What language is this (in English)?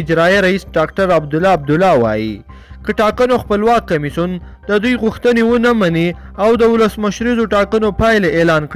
Pashto